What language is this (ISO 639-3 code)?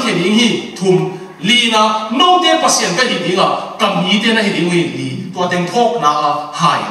ctd